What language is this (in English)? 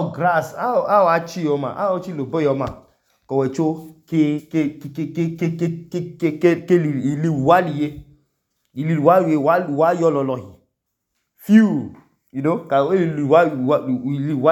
Idoma